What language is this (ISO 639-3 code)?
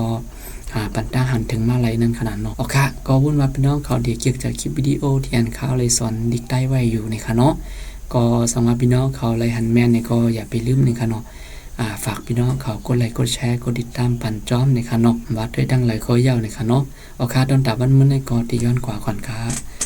shn